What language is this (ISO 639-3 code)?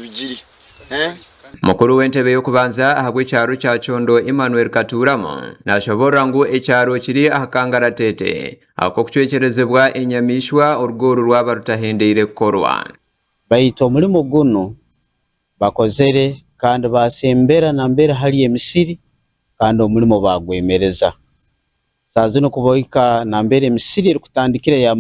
nyn